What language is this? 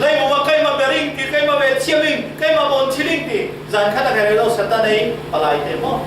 Falam Chin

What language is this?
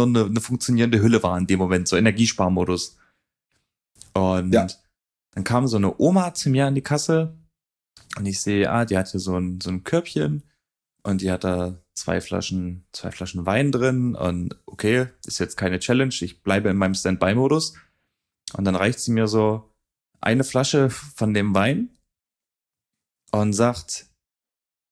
German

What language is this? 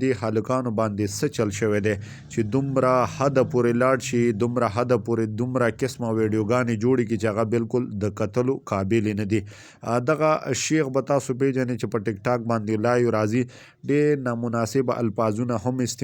Pashto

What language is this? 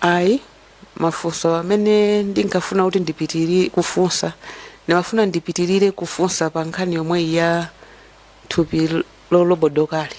Nyanja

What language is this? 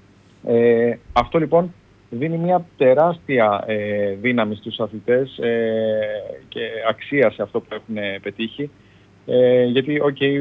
Greek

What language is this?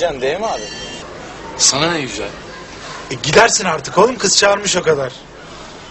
Turkish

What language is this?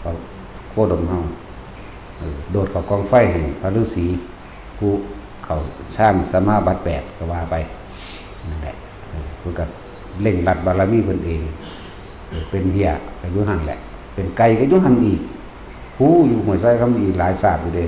Lao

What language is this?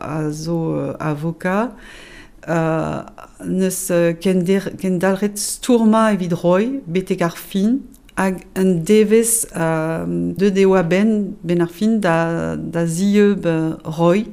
Breton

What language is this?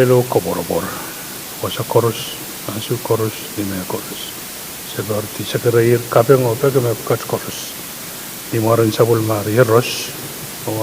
Pohnpeian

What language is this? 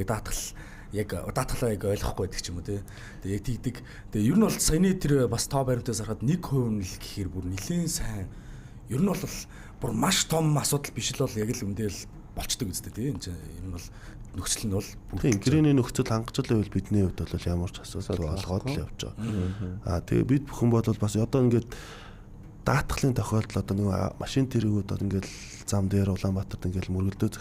Mongolian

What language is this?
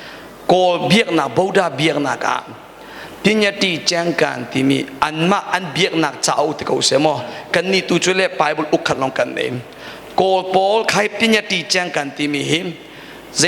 Hakha Chin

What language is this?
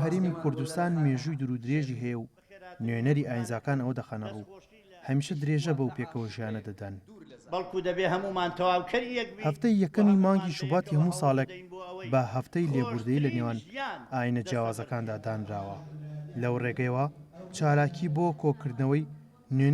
Central Kurdish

